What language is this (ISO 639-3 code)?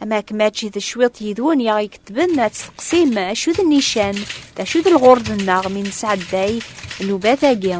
kab